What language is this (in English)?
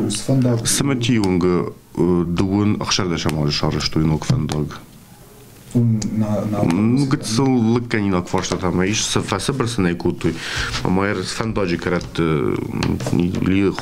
Ossetic